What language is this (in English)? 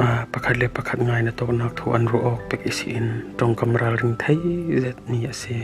Falam Chin